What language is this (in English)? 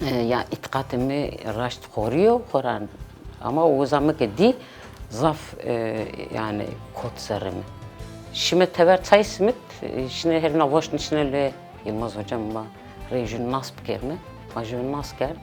Zaza